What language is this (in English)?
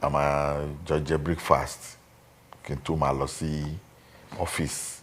Yoruba